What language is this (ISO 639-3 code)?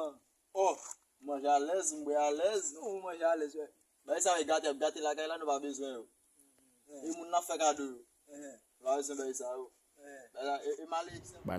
hat